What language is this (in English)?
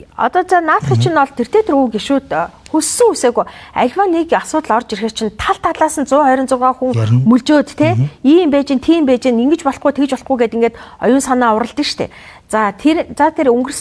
Mongolian